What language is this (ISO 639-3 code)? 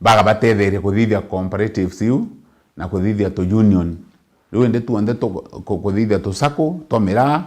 mer